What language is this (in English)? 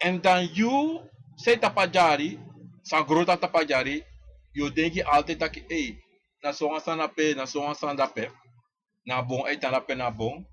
Sranan Tongo